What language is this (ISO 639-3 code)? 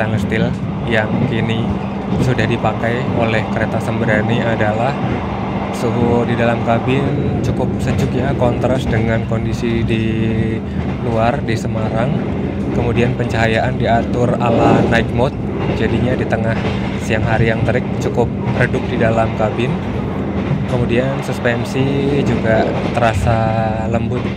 ind